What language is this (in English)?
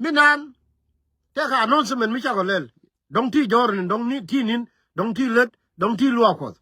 Nuer